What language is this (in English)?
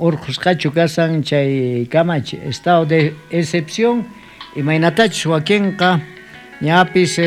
South Bolivian Quechua